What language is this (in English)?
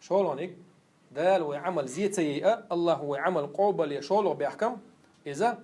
Chechen